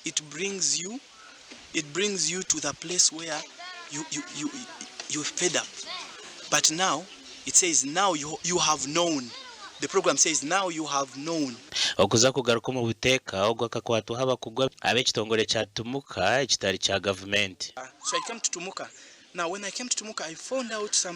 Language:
Nyankole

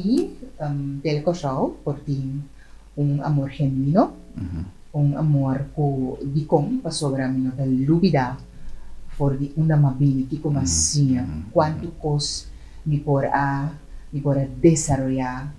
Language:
Papiamento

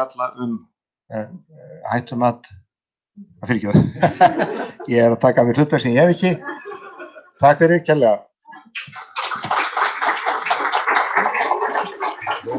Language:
Icelandic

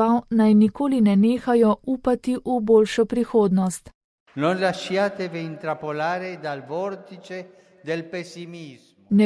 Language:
Slovenian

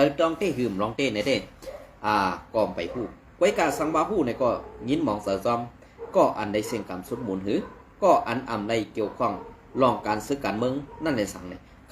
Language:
Shan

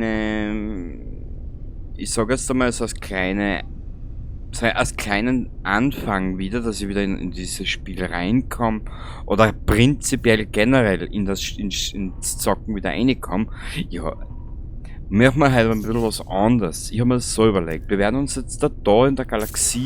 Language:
Bavarian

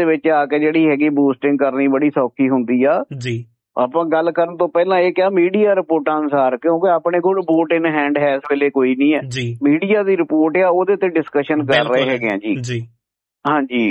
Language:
Punjabi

